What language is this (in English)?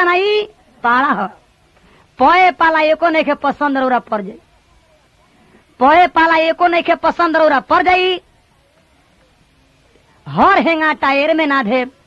Bhojpuri